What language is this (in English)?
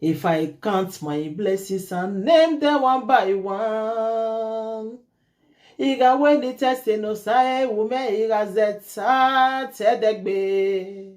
Nigerian Pidgin